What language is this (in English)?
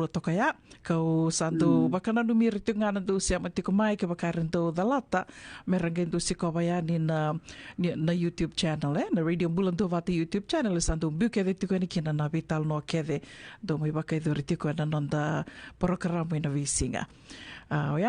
Fijian